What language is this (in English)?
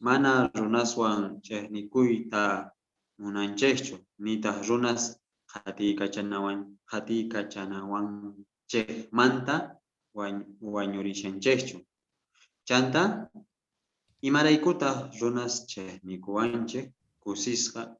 South Bolivian Quechua